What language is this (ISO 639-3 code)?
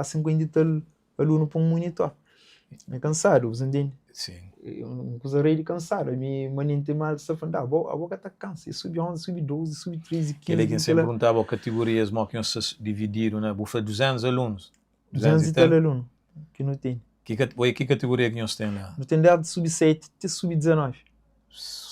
kea